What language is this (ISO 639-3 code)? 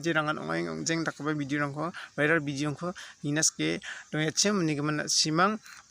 grt